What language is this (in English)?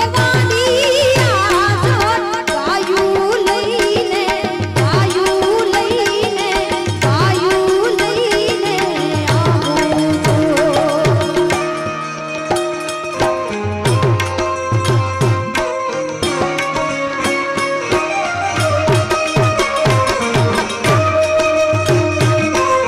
Gujarati